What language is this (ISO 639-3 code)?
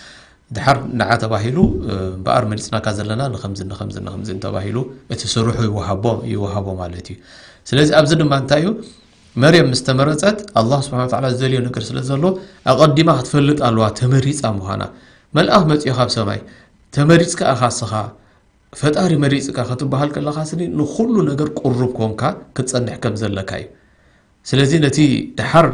tir